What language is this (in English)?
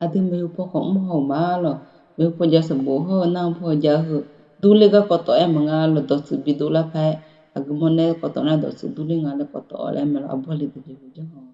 Akha